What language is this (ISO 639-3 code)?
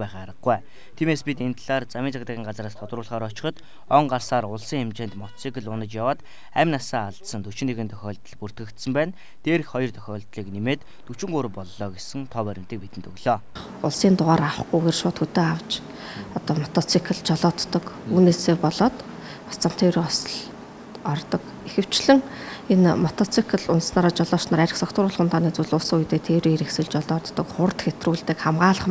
mon